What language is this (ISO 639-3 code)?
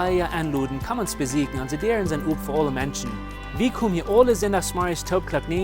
pdt